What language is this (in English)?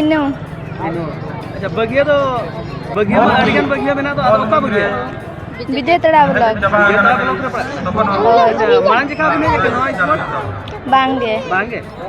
Santali